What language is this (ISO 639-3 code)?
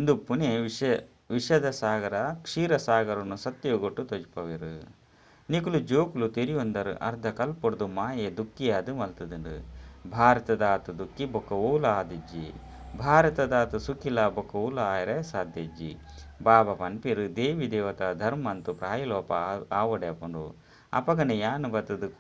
tcy